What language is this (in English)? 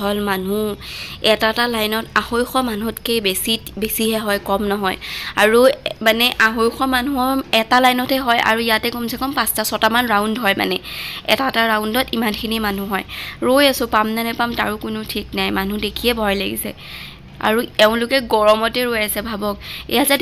Assamese